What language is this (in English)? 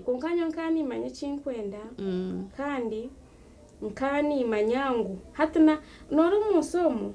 Nyankole